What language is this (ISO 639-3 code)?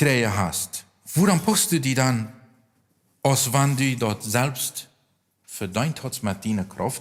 pdt